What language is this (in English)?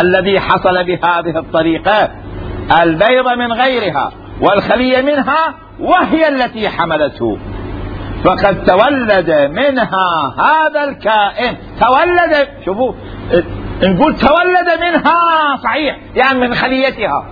Mesopotamian Arabic